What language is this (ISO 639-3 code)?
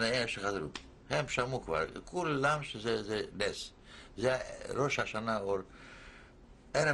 heb